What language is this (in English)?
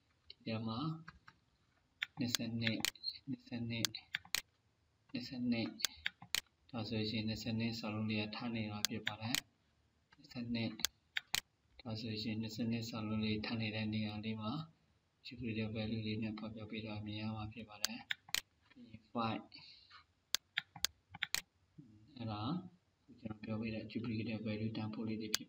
Burmese